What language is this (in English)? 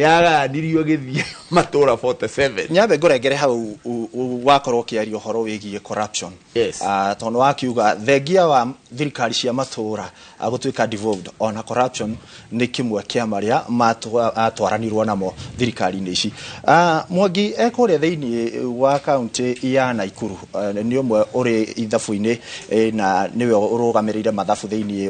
Kikuyu